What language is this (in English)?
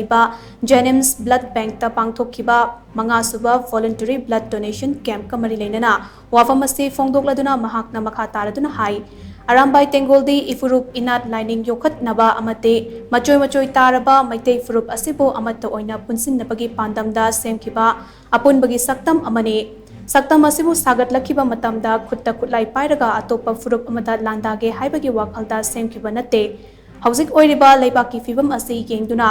Manipuri